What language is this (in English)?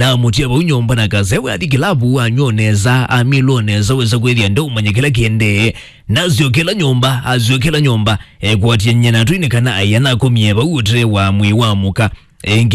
Kamba